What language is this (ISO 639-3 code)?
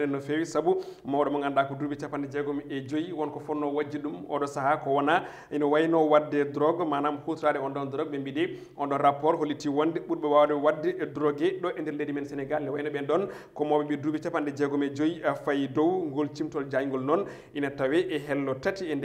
ful